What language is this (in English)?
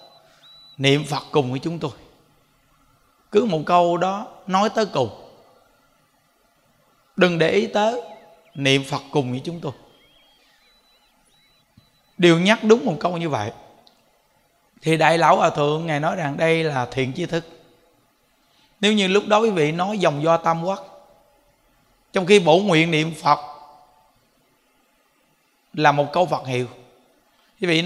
Vietnamese